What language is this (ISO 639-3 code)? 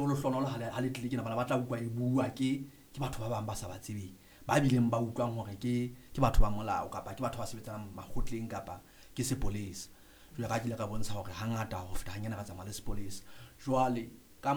sot